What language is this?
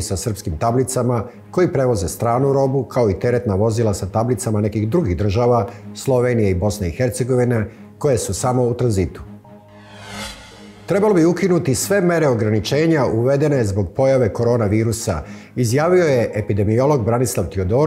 Serbian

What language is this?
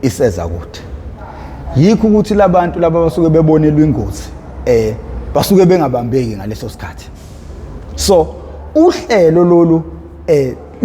Zulu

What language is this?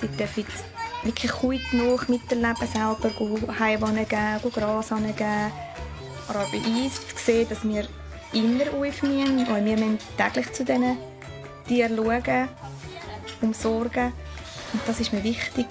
Swiss German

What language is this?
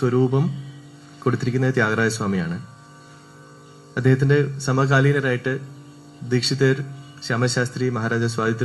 Malayalam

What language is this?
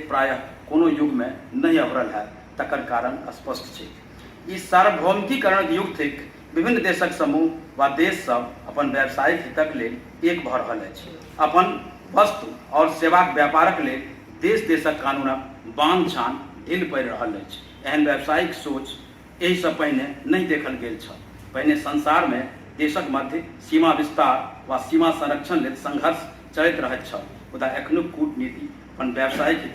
Maithili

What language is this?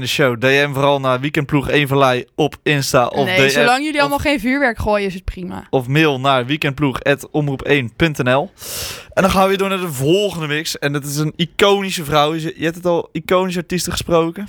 Dutch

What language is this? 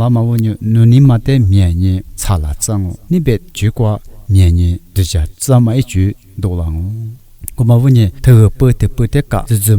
Lisu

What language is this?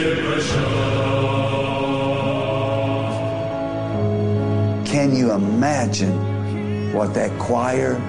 Afrikaans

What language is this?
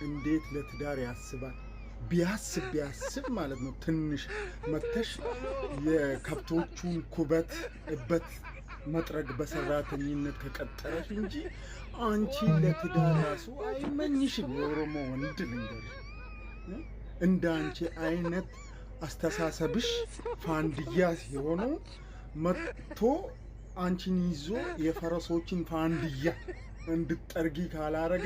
Amharic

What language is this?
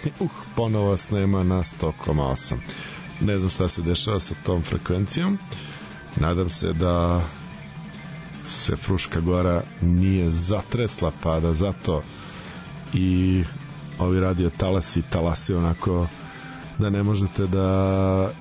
Serbian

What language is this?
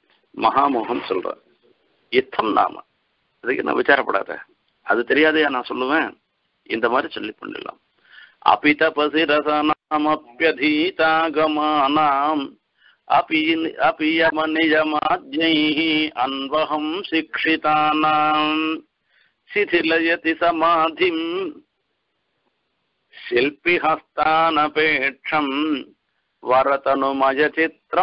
Tamil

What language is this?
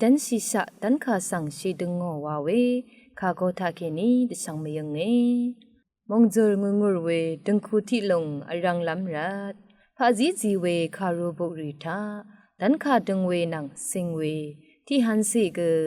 Rawang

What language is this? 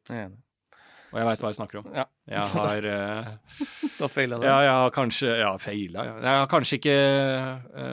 Norwegian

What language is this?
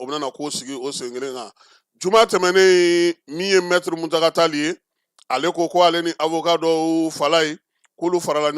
Bambara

